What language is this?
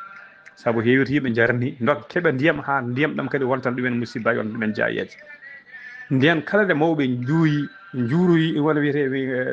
Fula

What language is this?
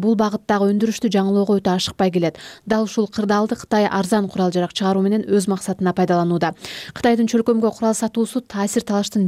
Kyrgyz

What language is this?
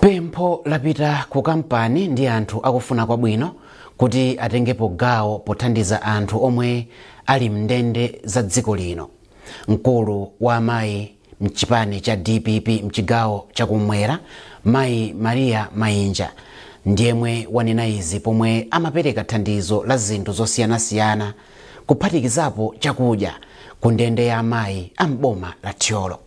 Nyanja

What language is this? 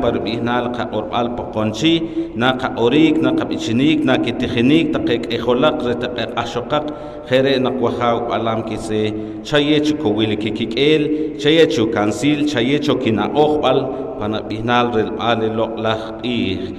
Poqomchi'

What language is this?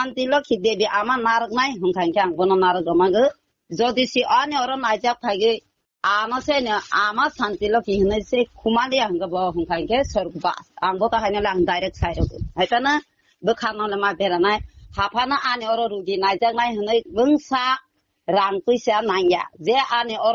Kok Borok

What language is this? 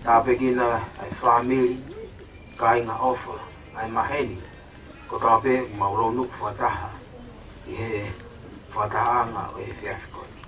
Tongan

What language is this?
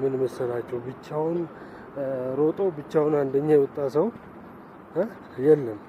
Amharic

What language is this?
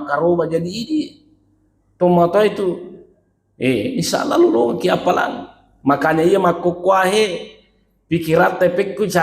Buginese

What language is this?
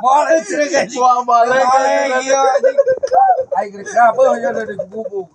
Sundanese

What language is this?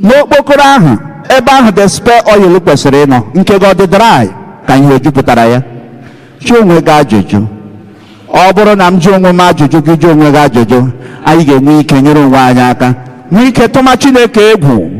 Igbo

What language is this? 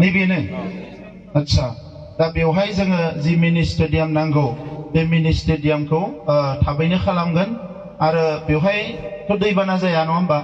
Bodo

